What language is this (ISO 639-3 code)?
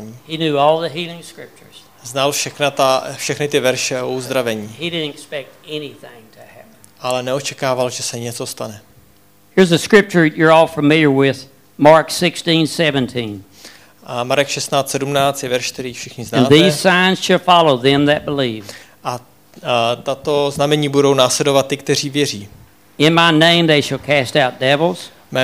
ces